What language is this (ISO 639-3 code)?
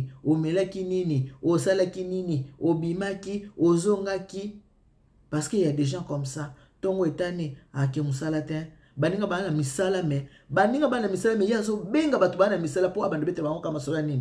lin